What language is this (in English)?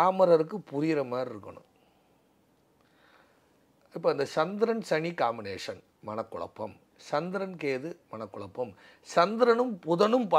Tamil